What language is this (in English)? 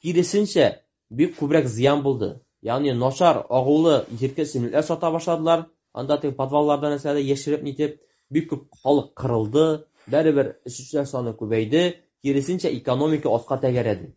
Tatar